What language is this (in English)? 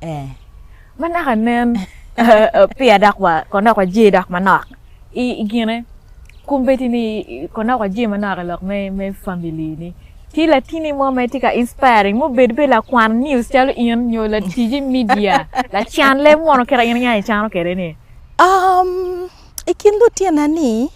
Acoli